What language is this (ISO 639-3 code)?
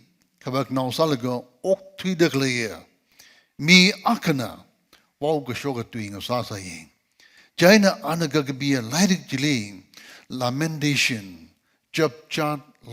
nmf